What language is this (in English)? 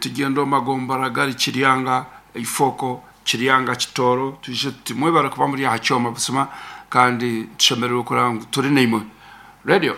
Nyankole